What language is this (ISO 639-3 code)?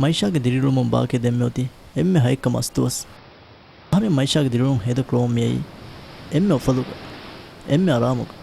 div